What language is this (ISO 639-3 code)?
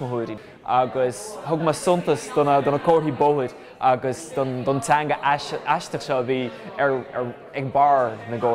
gle